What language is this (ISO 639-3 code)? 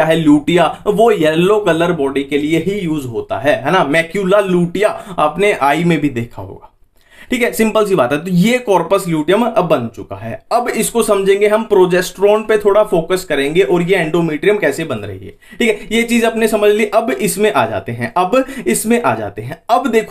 hin